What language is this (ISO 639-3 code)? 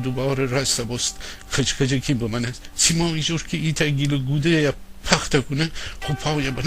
glk